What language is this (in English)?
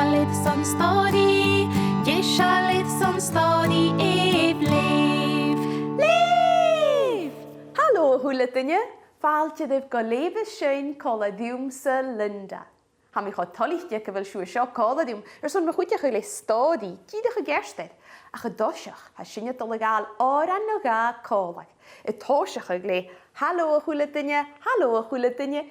Scottish Gaelic